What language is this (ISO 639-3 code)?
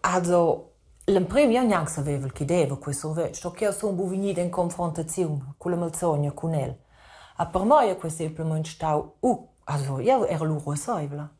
roh